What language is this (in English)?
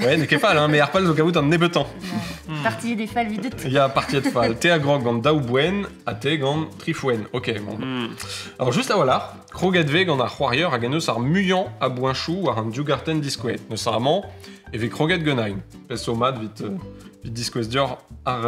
Breton